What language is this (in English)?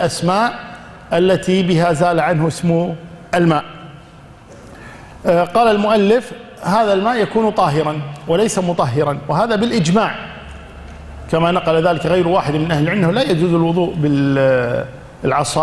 Arabic